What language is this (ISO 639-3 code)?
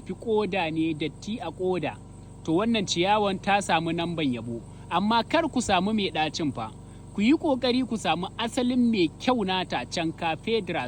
hau